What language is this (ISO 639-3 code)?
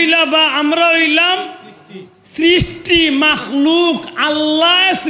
syl